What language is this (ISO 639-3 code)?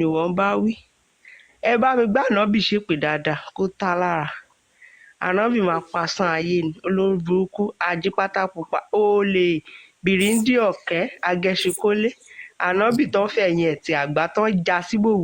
yor